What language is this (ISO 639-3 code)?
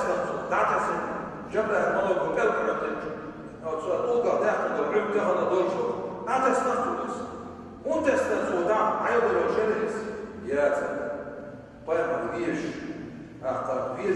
che